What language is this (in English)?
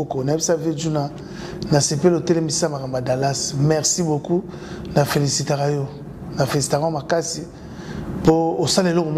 Lingala